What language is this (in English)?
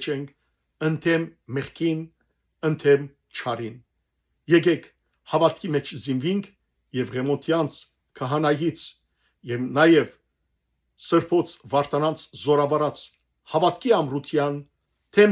Western Armenian